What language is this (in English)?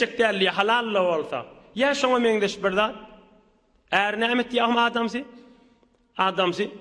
Turkmen